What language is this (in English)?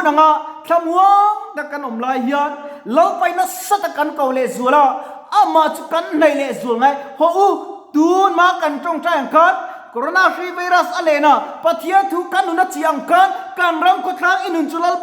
Mizo